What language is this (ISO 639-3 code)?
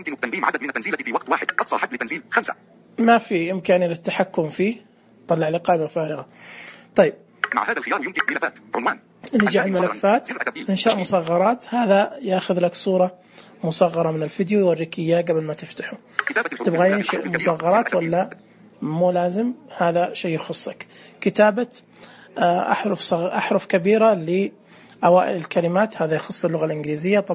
ars